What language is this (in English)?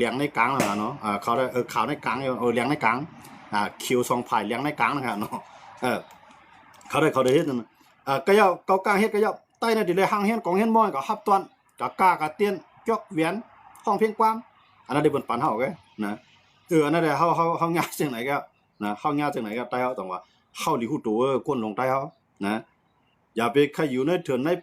Shan